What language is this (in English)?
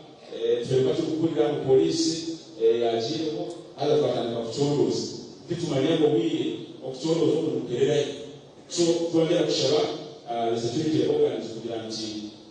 Nyankole